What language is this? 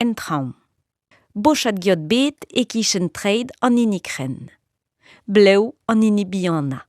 Breton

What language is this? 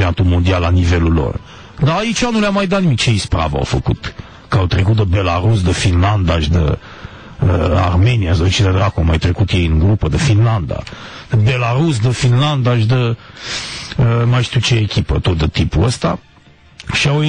Romanian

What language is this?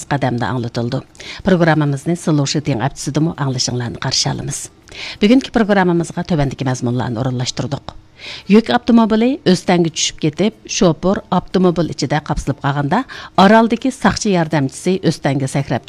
Uyghur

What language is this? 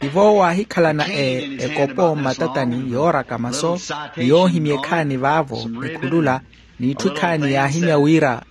Makhuwa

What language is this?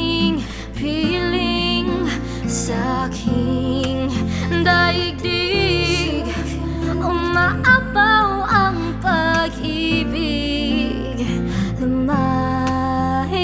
Filipino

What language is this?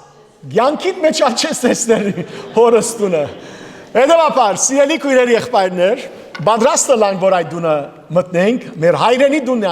Western Armenian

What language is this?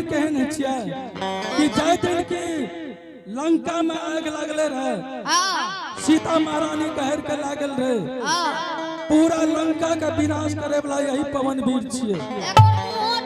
Angika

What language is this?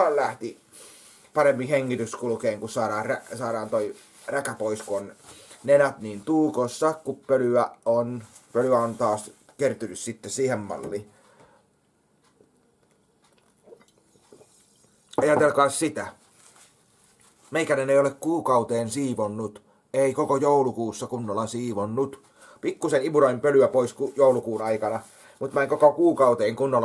Finnish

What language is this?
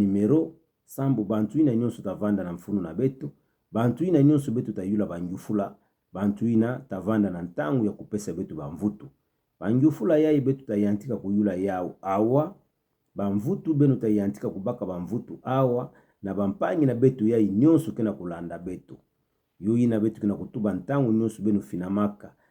Kituba (Democratic Republic of Congo)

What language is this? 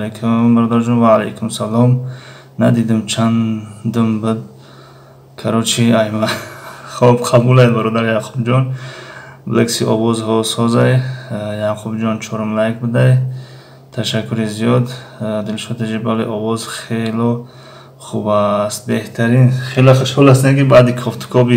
Tajik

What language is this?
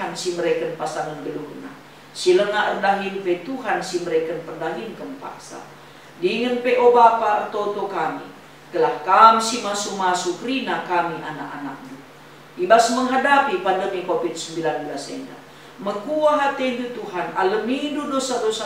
Batak Karo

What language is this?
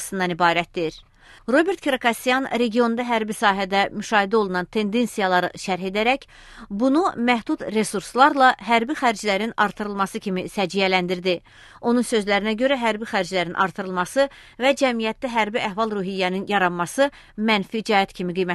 Azerbaijani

